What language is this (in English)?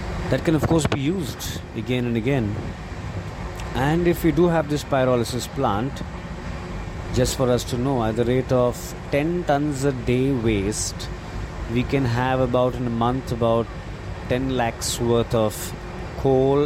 English